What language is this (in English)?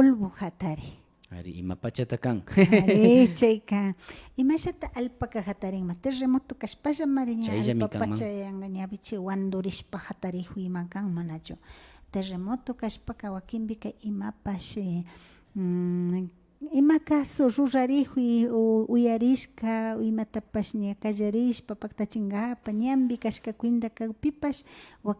Imbabura Highland Quichua